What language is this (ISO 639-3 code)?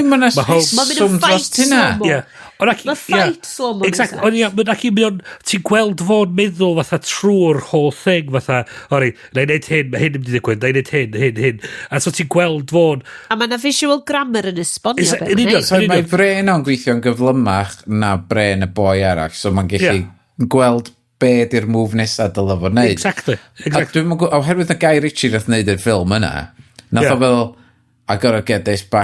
cym